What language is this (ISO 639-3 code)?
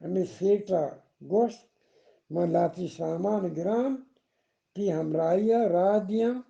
bgp